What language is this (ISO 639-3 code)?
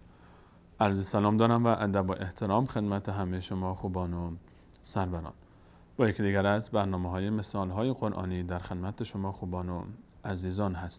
fas